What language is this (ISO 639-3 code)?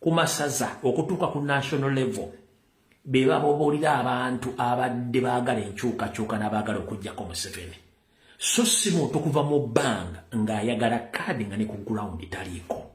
lug